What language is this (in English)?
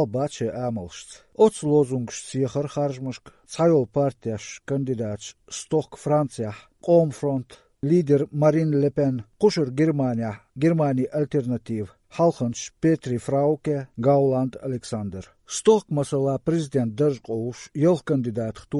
Chechen